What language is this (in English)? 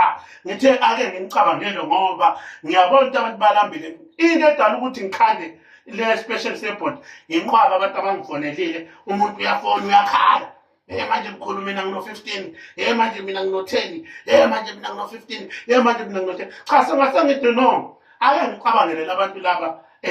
Zulu